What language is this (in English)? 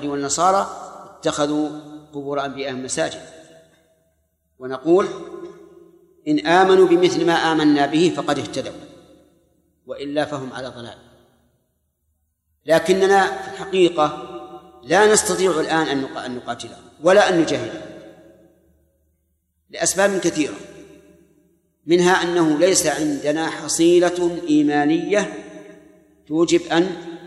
Arabic